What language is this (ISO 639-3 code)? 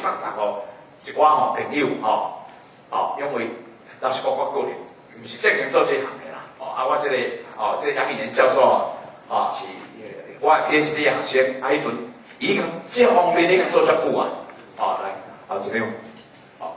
nan